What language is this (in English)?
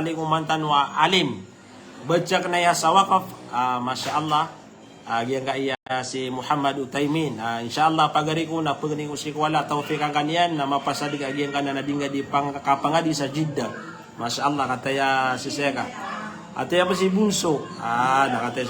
Maranao